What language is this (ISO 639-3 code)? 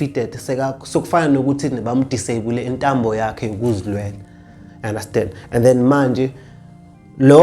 zul